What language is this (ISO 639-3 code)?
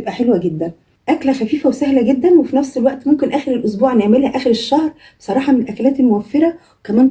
arz